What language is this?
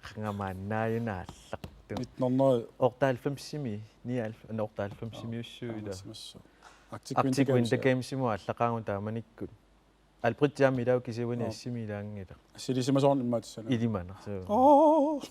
Kalaallisut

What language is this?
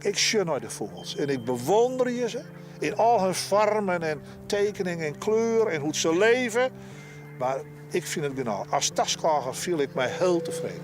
Western Frisian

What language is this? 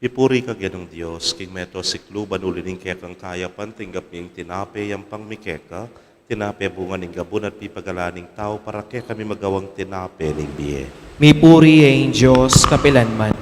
Pampanga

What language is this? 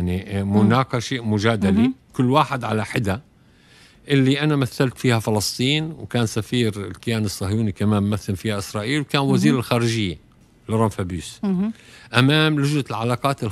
Tunisian Arabic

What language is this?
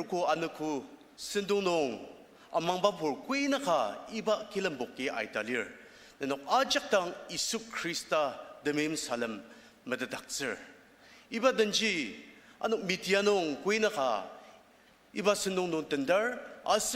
Ao Naga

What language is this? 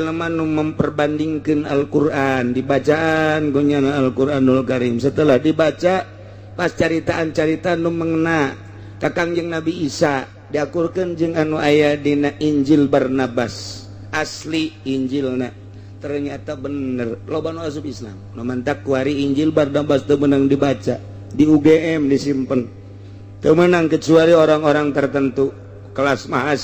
Sundanese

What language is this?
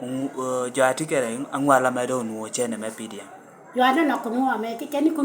Lango (Uganda)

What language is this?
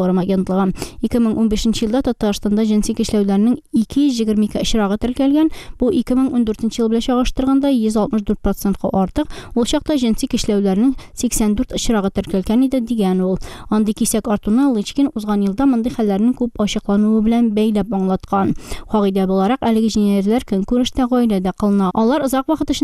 Tatar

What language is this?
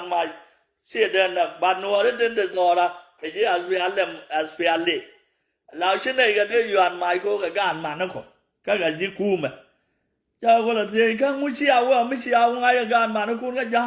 Nuer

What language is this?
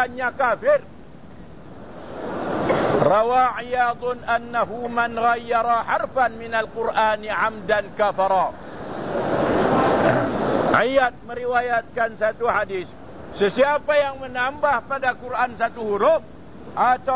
Malay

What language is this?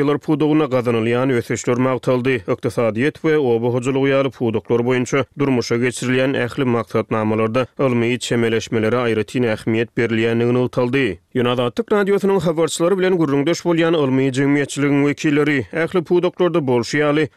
Turkmen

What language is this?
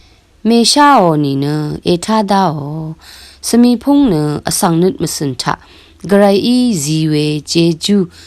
Rawang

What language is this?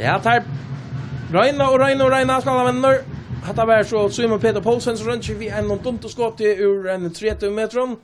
Faroese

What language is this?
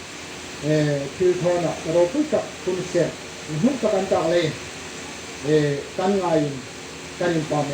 Hmar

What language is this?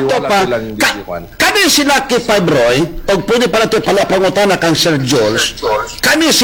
Cebuano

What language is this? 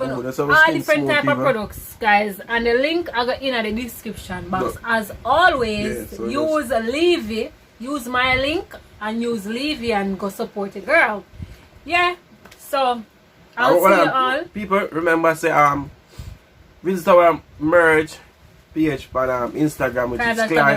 Jamaican Creole English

